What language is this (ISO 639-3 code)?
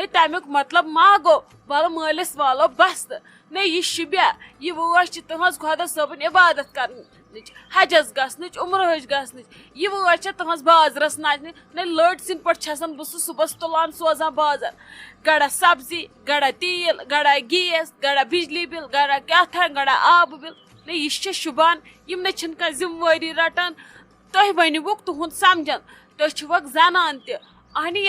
kas